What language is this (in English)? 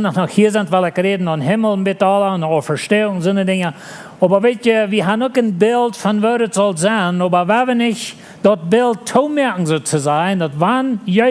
Plautdietsch